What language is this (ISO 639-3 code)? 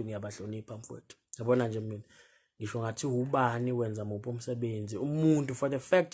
zul